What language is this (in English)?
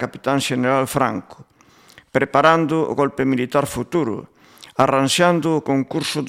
Galician